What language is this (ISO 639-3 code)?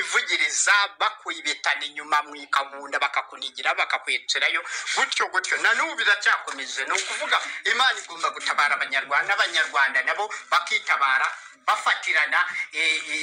kin